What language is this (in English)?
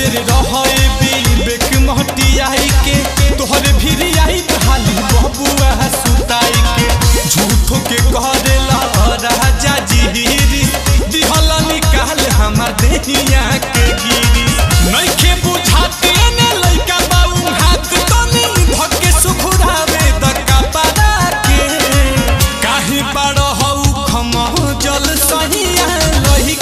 Bhojpuri